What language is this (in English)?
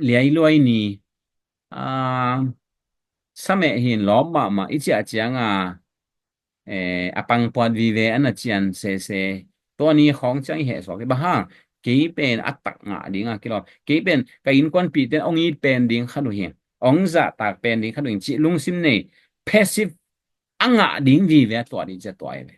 Tedim Chin